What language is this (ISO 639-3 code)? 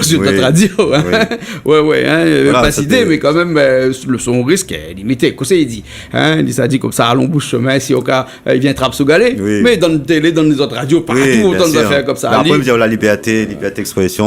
rcf